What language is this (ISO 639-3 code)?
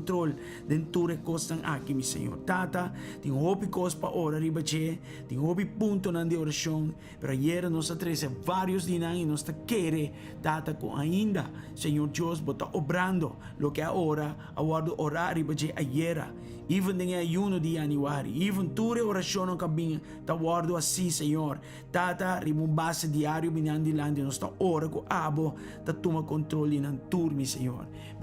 pap